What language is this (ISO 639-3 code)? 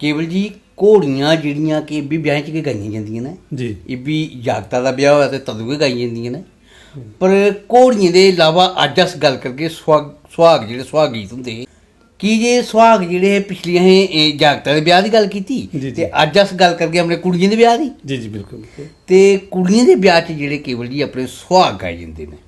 doi